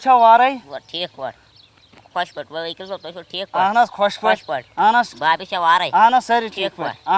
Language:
Kashmiri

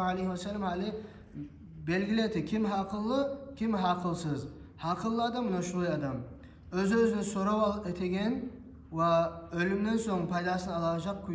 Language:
Kumyk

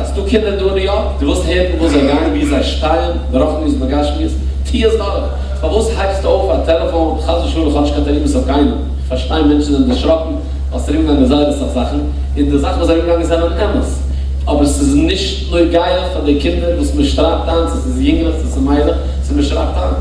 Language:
Yiddish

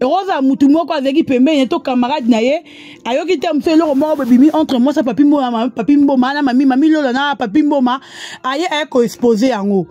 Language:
Lingala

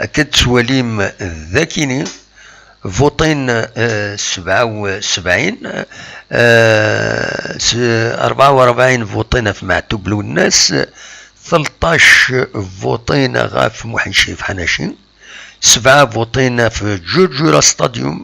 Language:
Kabyle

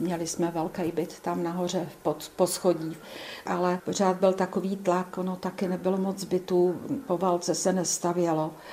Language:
Czech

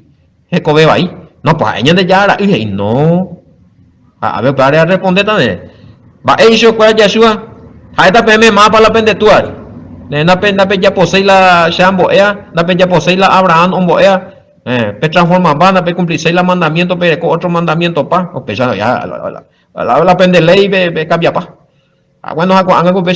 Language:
Guarani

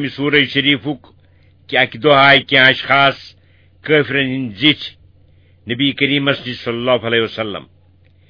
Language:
Kashmiri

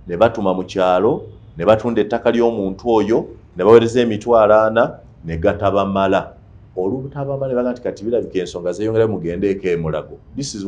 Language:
Ganda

